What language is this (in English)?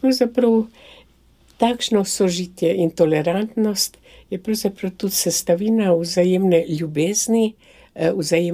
Slovenian